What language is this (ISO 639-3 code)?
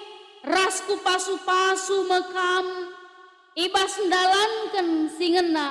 btx